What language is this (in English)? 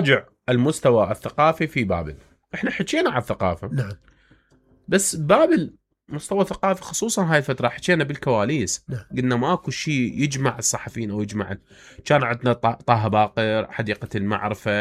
Mesopotamian Arabic